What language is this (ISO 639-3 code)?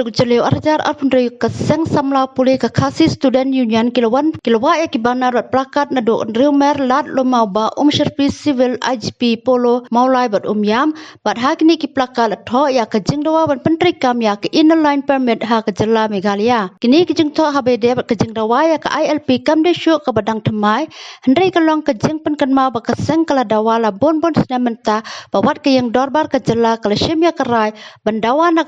kha